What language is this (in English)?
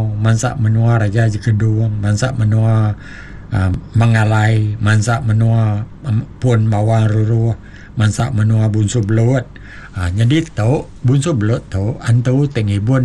Iban